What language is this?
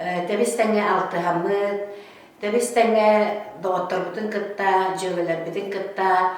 Yakut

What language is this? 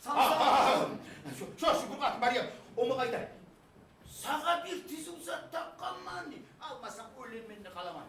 Kumyk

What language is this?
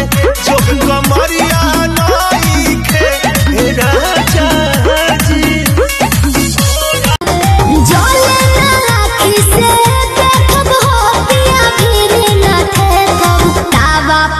Bhojpuri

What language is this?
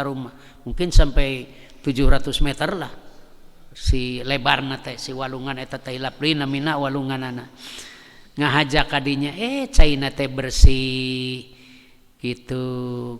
Sundanese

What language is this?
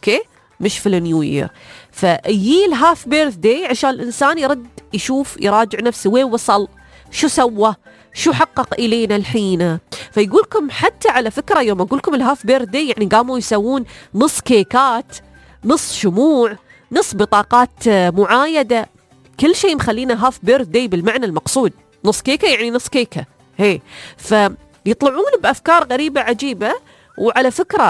Najdi Arabic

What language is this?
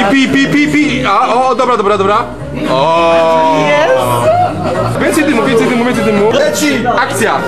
Silesian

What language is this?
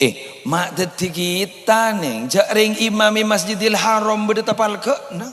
Madurese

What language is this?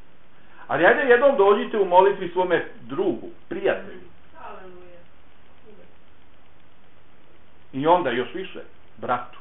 Bosnian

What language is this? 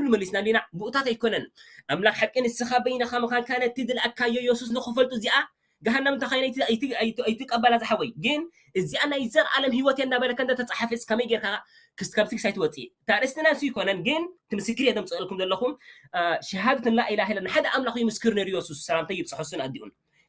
Tigrinya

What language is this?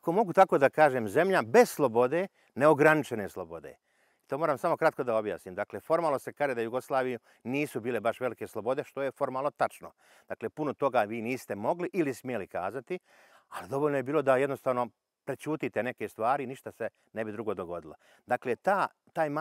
Bosnian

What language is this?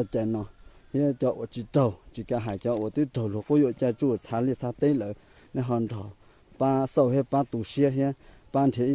Hmong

